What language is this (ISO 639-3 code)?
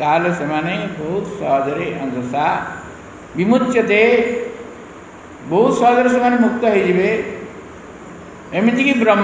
ori